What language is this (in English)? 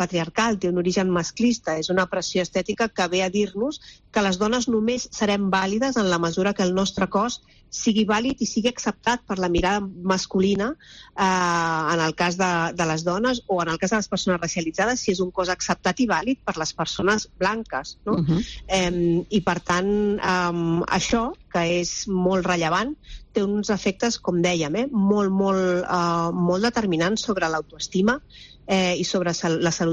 Catalan